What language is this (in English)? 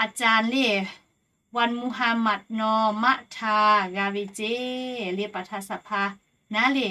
Lahu